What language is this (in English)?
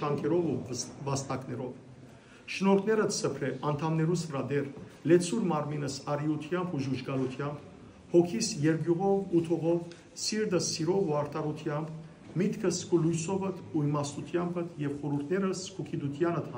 Western Armenian